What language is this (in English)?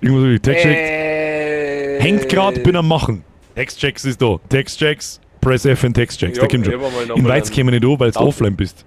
Bavarian